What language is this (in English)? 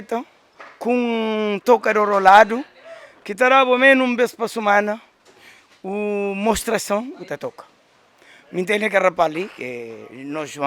Kabuverdianu